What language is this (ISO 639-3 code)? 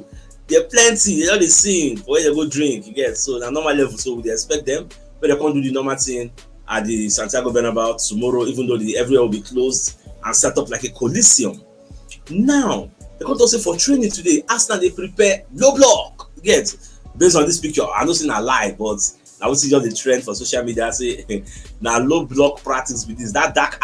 pcm